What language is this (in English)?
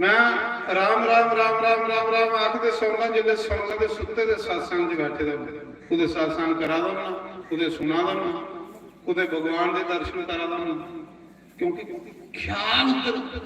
Dogri